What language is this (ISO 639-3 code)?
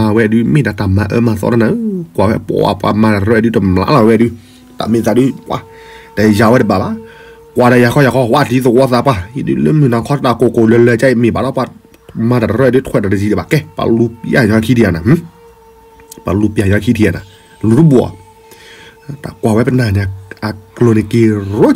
ksw